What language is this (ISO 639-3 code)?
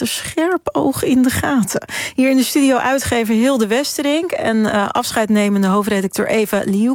nld